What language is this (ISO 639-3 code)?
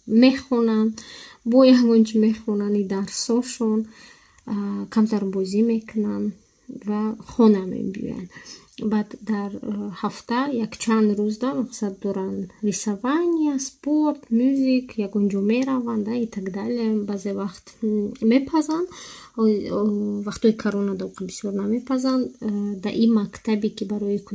tgk